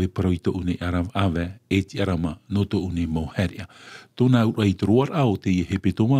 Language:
Tahitian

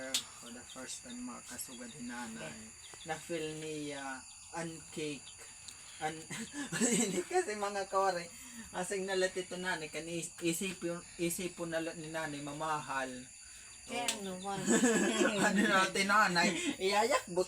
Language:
Waray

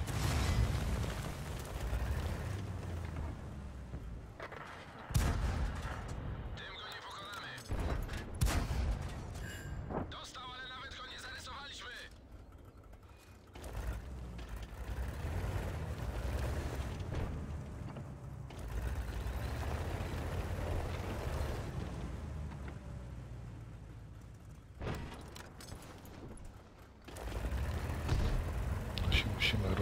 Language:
Polish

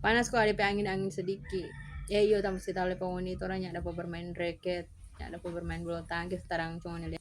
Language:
Manado Malay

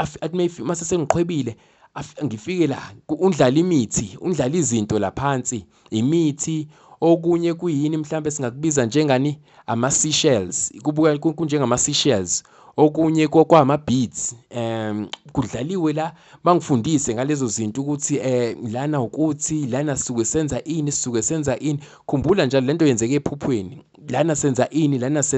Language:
Zulu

